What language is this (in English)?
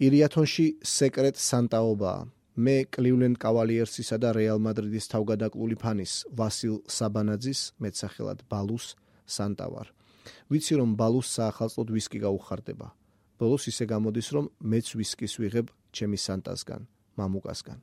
Georgian